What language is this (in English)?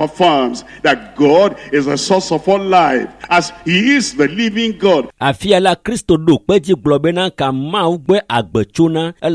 Ewe